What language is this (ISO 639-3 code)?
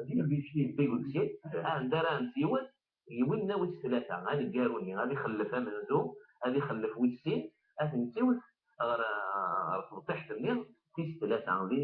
kab